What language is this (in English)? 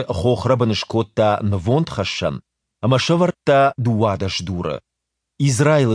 Ossetic